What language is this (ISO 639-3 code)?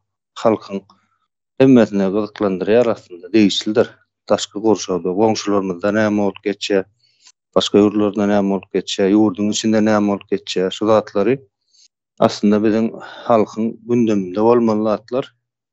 tuk